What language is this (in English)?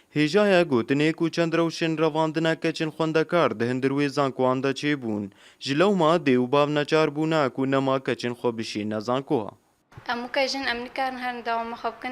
Kurdish